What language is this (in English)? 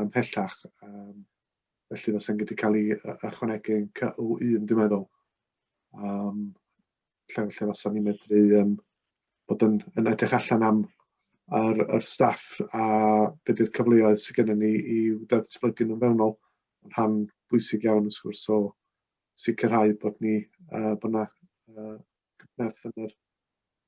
Welsh